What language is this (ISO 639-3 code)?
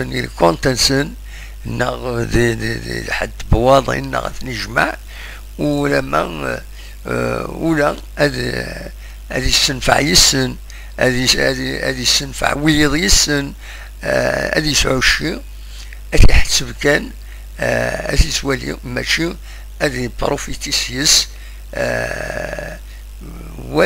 kab